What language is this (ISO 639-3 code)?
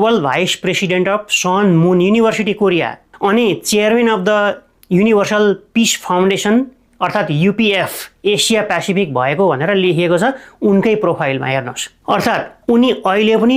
nep